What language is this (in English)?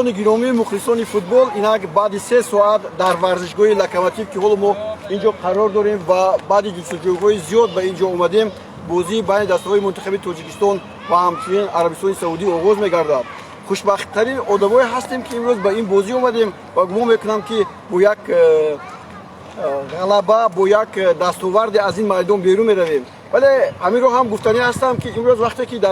Tajik